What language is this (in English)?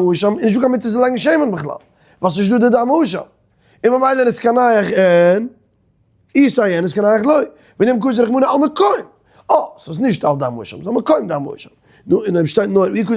Yiddish